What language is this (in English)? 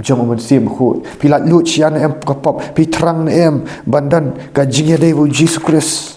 Khasi